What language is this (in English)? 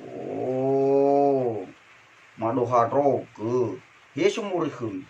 Nias